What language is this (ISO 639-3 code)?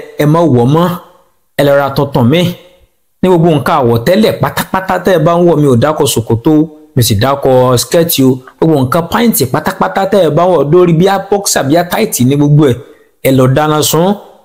yor